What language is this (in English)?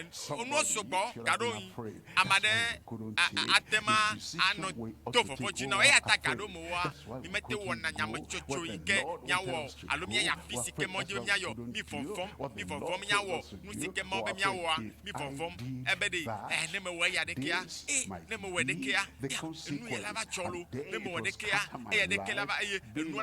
Ewe